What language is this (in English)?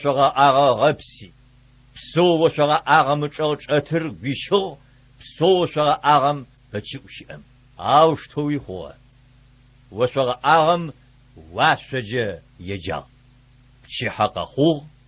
Adyghe